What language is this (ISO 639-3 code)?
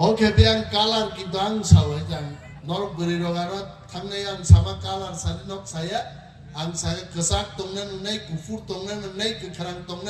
trp